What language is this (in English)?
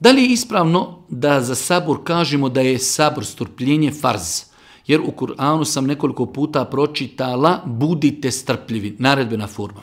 Bosnian